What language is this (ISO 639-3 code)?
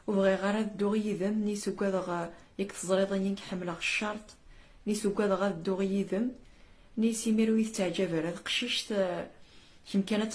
kab